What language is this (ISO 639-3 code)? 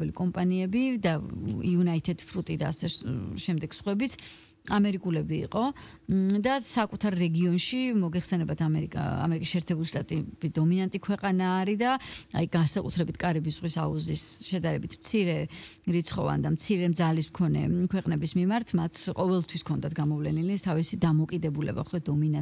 kat